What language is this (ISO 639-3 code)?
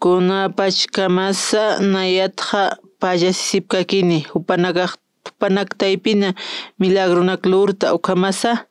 aym